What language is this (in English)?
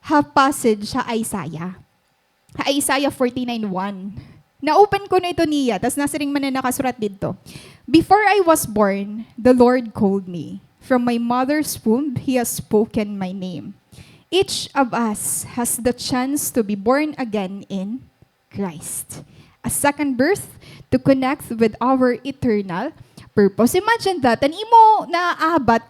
Waray